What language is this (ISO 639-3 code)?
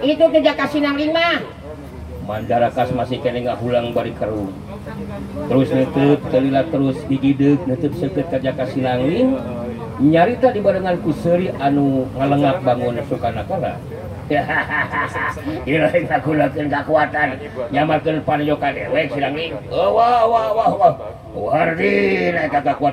sun